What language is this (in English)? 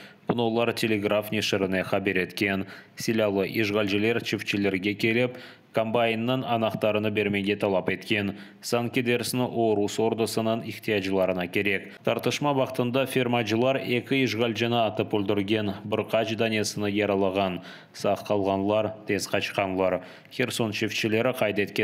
Crimean Tatar